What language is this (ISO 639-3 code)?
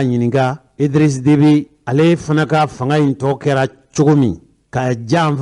bam